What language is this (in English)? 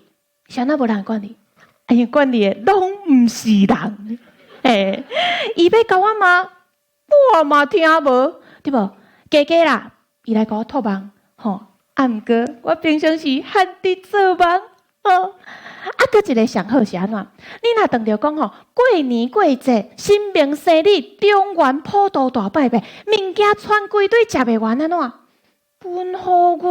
Min Nan Chinese